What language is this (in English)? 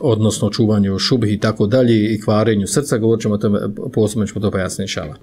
Bosnian